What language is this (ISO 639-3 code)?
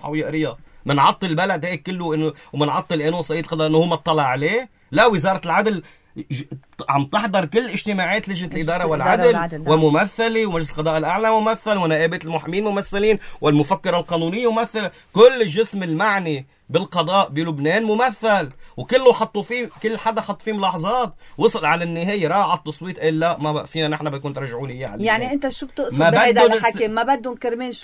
apc